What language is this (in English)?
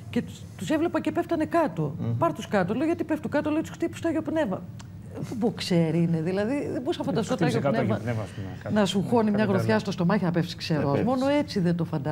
Greek